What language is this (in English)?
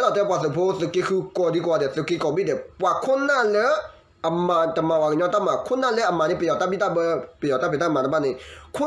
S'gaw Karen